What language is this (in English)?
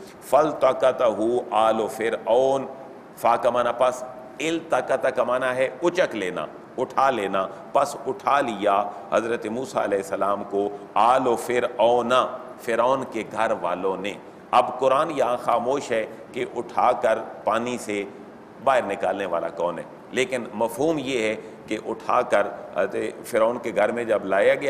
Urdu